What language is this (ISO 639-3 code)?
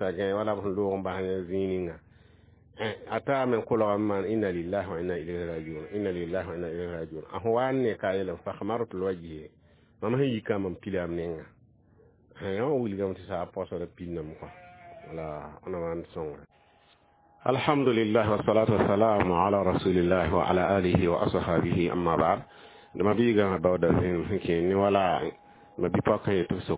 mos